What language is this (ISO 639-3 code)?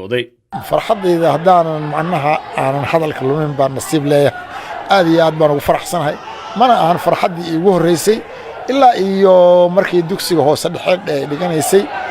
som